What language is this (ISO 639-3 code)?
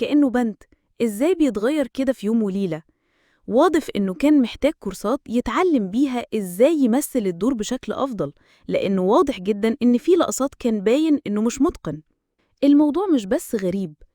arz